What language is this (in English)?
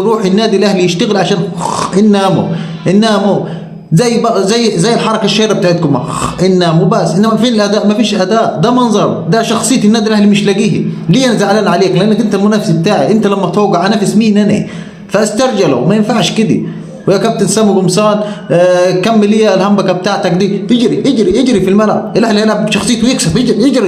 Egyptian Arabic